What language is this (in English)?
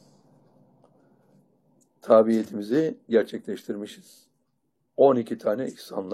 Turkish